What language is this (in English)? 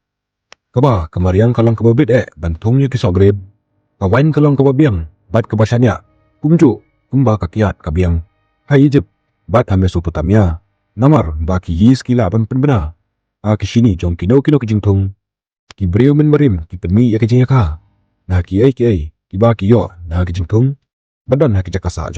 Khasi